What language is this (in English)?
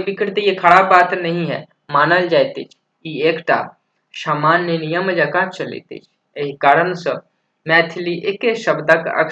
Maithili